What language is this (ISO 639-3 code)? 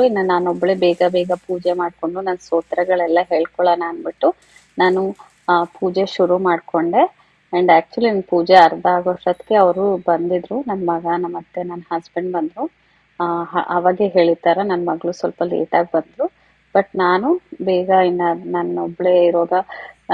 kan